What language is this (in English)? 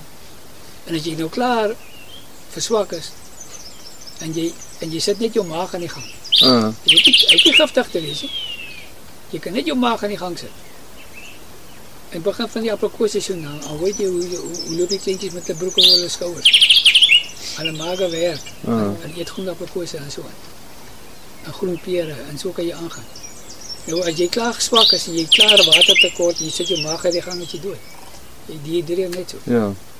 Afrikaans